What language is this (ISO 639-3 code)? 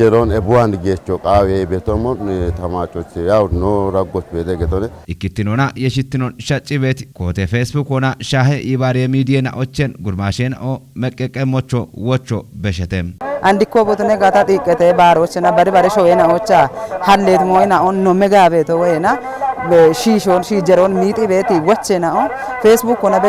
kbr